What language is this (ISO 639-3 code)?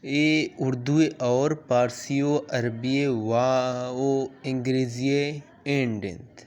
bal